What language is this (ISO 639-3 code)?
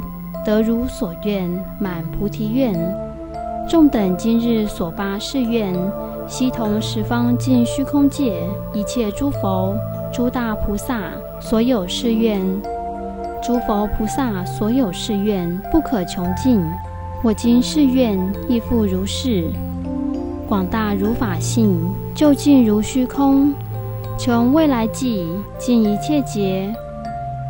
zho